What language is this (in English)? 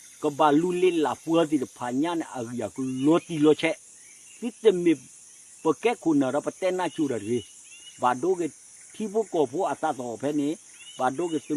S'gaw Karen